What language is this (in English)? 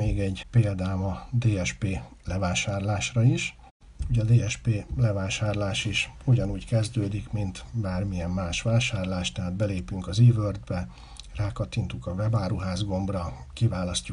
Hungarian